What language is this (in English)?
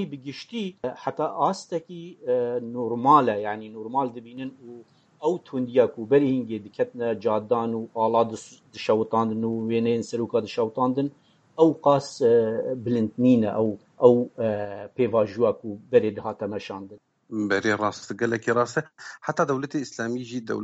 Kurdish